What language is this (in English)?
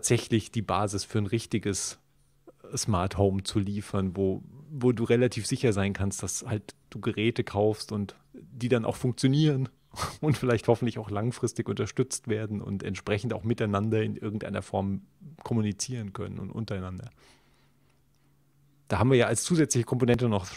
German